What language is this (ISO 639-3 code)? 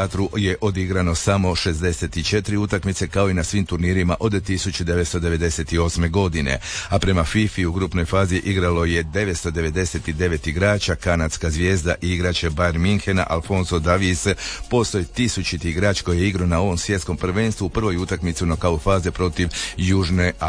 hrv